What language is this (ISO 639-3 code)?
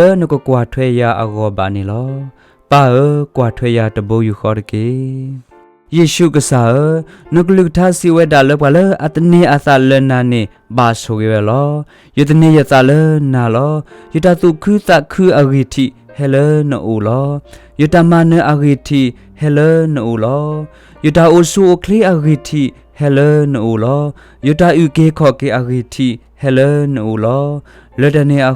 ksw